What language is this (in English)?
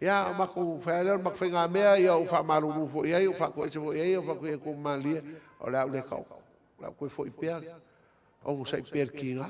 Samoan